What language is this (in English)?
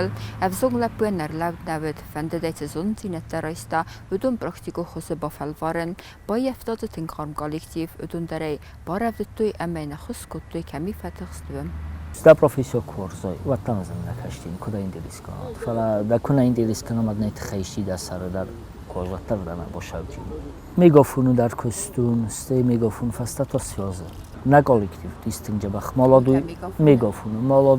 Ossetic